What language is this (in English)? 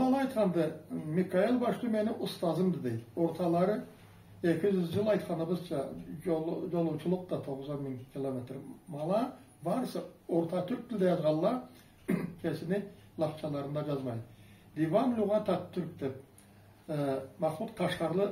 Karachay-Balkar